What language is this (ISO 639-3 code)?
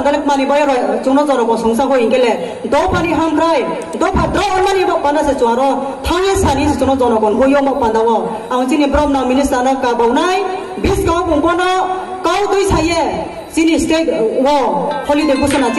ria